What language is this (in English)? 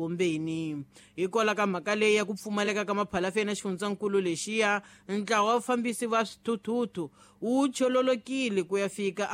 Tsonga